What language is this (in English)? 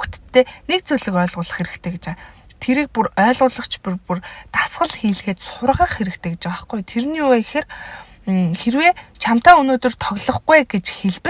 Mongolian